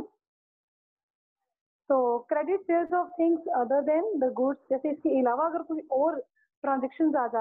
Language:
Hindi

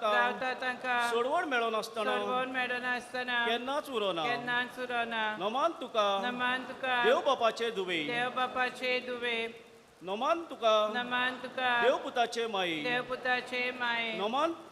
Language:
Konkani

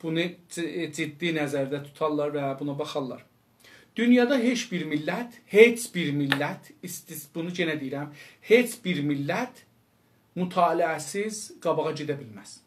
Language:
South Azerbaijani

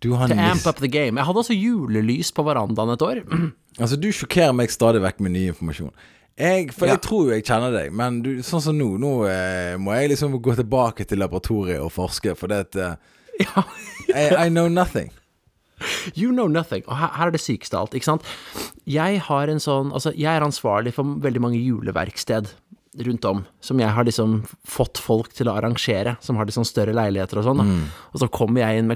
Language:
Norwegian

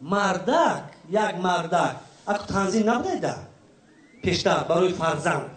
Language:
Tajik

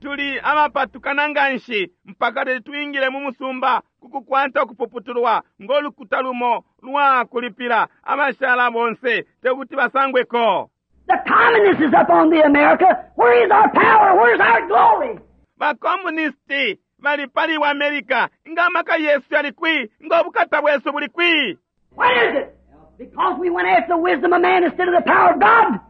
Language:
Bemba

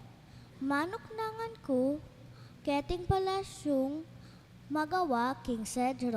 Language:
Pampanga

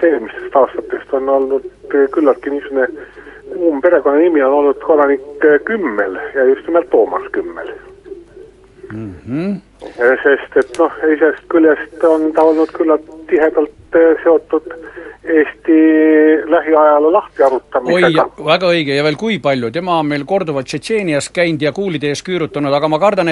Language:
Estonian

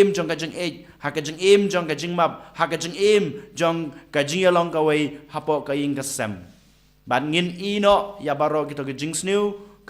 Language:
Khasi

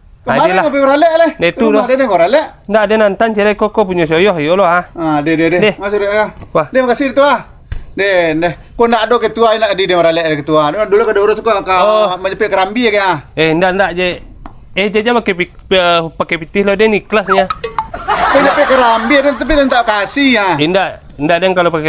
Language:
Minangkabau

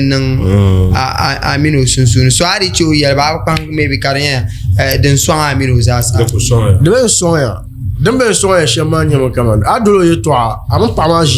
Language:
Dagbani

